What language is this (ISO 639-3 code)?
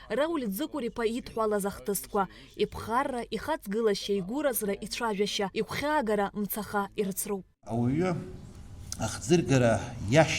abk